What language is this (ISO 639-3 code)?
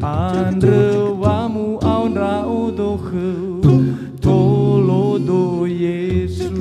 nia